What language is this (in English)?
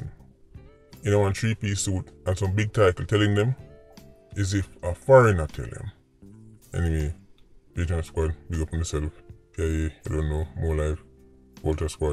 Jamaican Creole English